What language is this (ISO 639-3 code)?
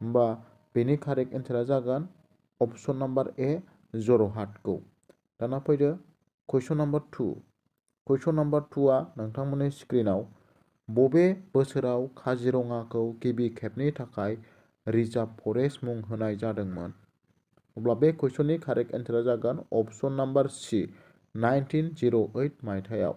brx